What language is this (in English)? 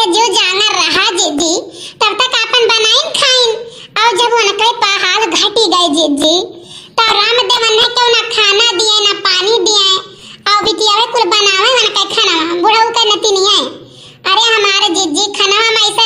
Awadhi